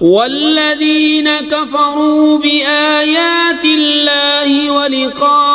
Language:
Kashmiri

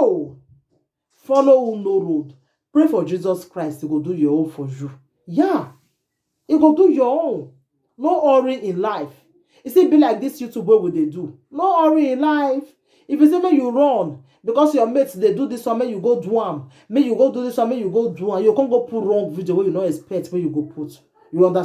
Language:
Nigerian Pidgin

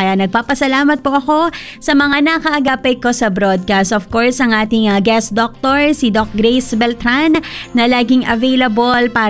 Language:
Filipino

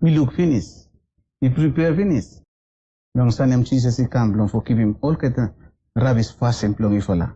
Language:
Bislama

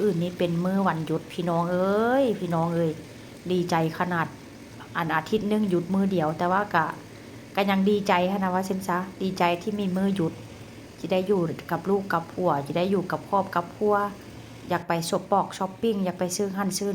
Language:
Northeastern Thai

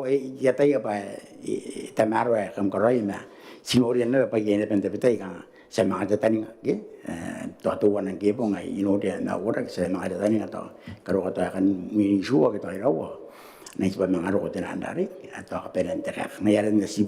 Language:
Gilbertese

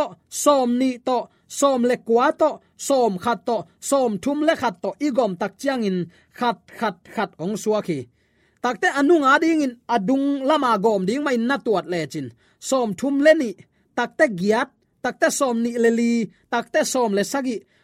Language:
Tedim Chin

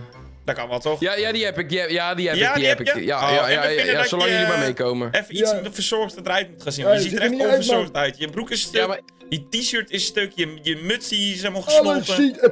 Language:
Dutch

